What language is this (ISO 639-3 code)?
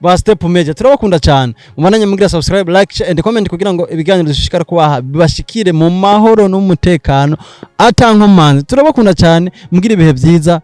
run